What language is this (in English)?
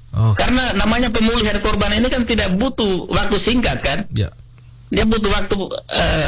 Indonesian